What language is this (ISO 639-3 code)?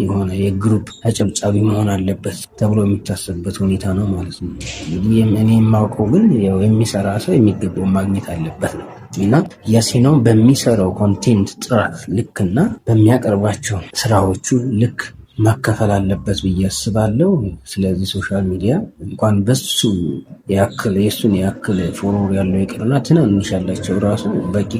amh